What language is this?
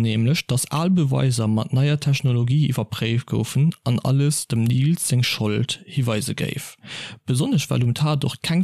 Luxembourgish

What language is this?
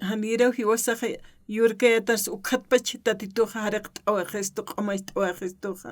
Aymara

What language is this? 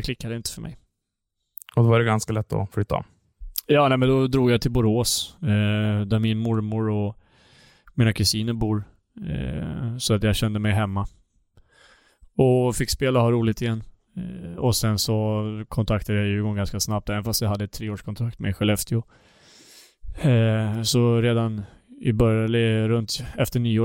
Swedish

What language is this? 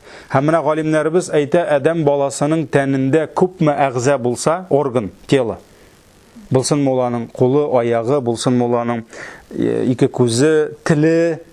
Tatar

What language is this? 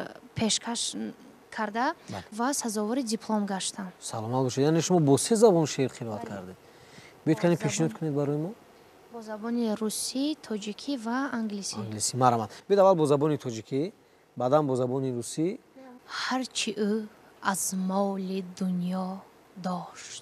Tajik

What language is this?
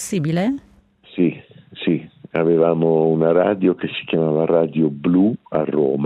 Italian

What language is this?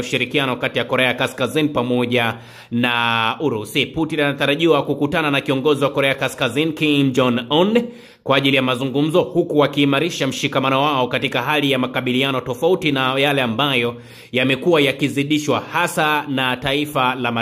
Swahili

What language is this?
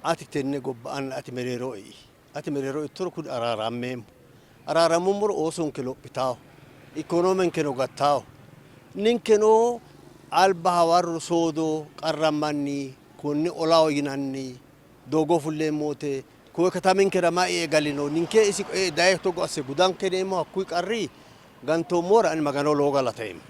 Sidamo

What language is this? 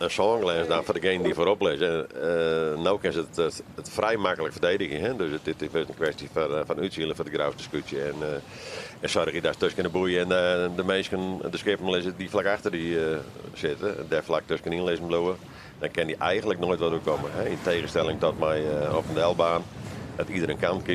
Western Frisian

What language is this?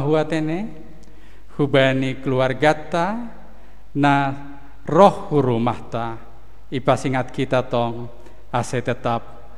Batak Simalungun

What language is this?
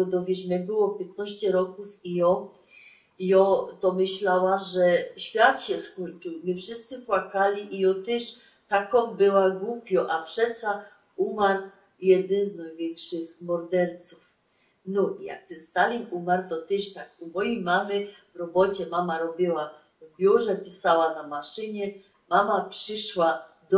Silesian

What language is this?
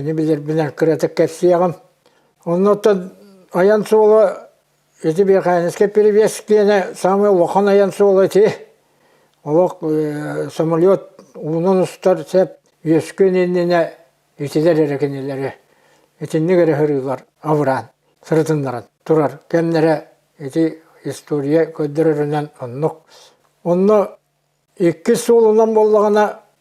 Yakut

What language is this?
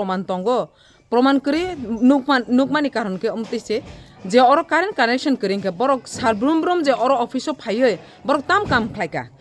Kok Borok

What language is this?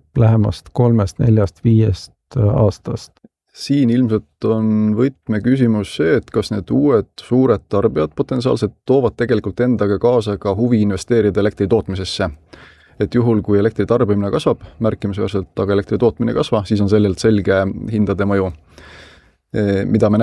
Estonian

